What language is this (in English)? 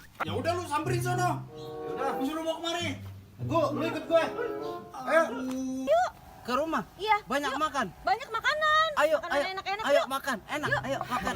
Betawi